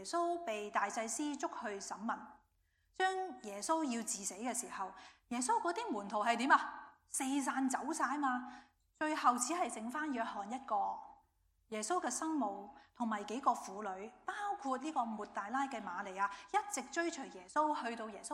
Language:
Cantonese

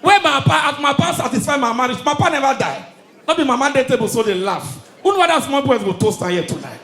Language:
Nigerian Pidgin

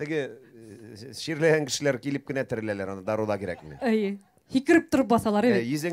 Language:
Bashkir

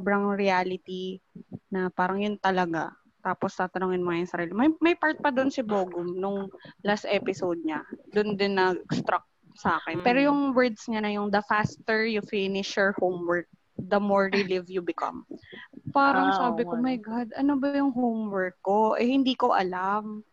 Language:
Filipino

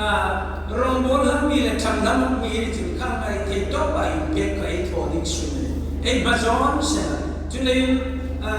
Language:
Hmar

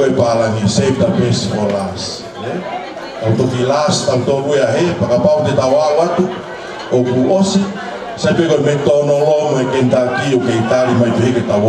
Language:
Tongan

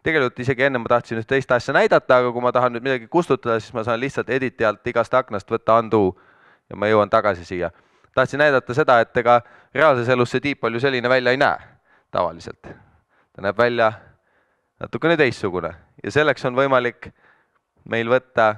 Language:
Estonian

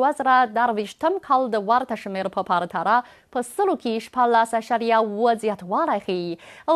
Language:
Pashto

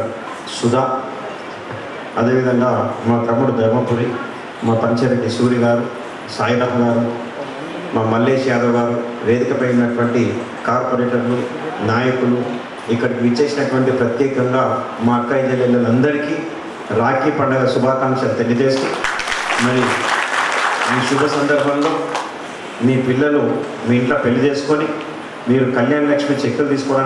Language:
Telugu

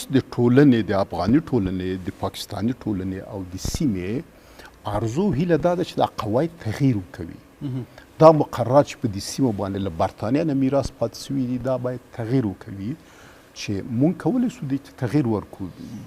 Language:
Pashto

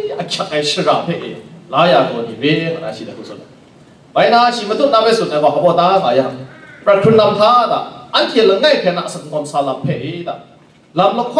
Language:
Kachin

